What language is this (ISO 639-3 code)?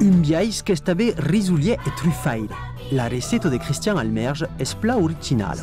oci